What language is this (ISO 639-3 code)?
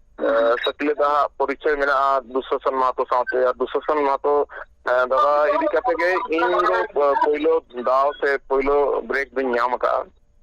sat